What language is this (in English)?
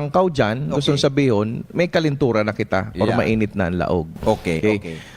Bikol